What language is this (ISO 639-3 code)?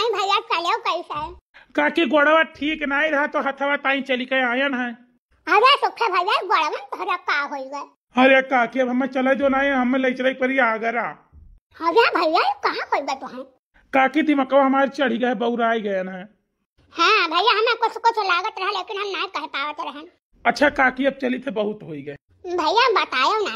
awa